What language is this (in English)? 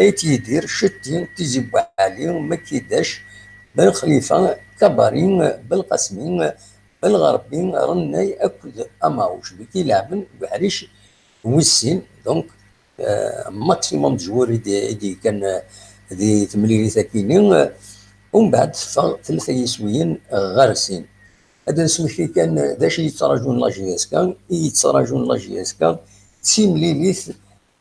Kabyle